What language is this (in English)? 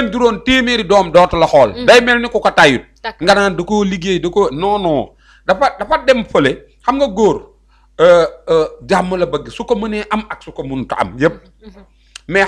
Wolof